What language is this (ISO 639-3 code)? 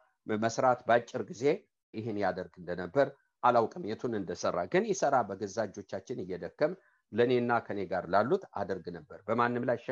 amh